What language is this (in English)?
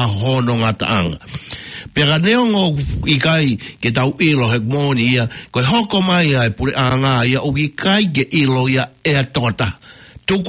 Tongan